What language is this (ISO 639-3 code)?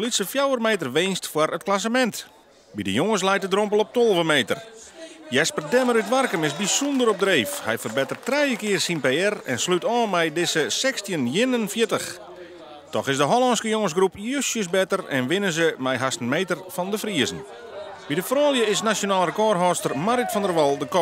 fry